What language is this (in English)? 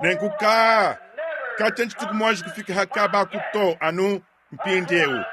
Luba-Lulua